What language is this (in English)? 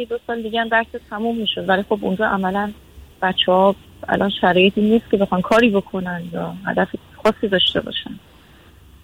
Persian